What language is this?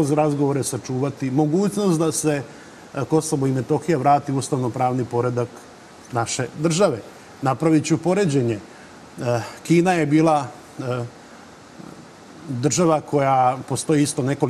Serbian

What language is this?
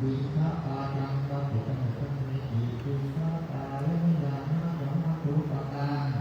Pali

